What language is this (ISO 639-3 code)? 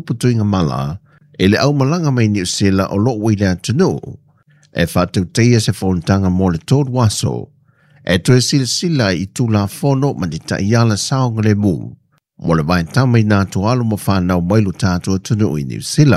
smo